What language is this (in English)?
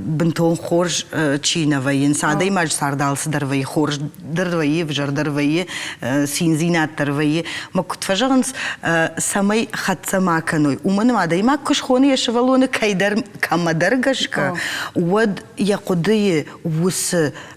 Ossetic